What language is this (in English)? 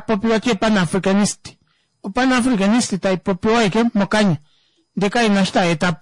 Kuanyama